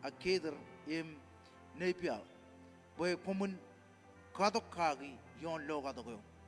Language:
Marshallese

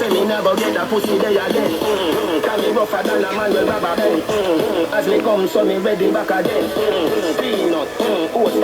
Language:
Jamaican Creole English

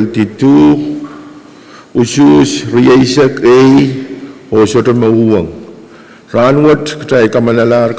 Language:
Pohnpeian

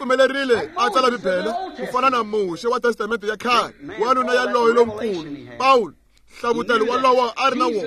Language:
Tsonga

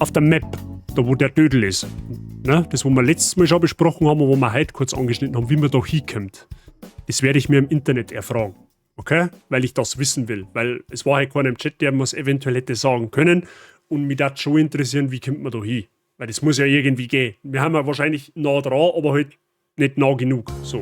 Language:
Bavarian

